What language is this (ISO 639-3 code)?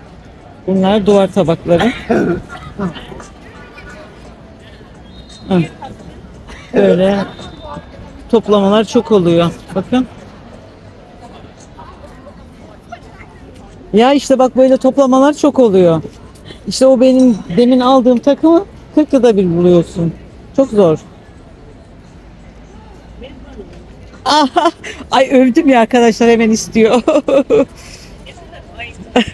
tur